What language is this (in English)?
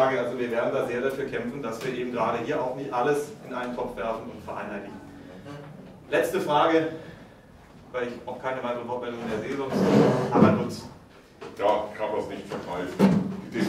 German